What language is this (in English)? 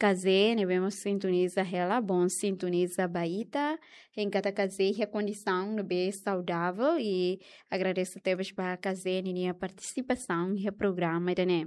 Tetum